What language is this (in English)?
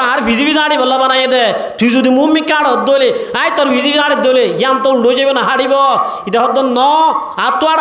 Rohingya